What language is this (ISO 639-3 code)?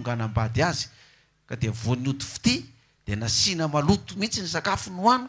mlg